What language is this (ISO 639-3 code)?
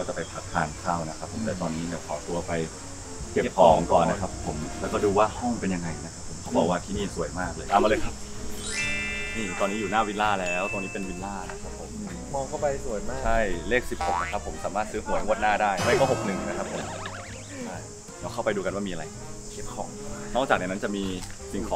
tha